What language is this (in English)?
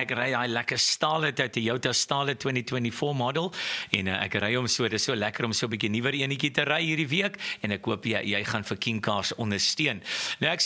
Afrikaans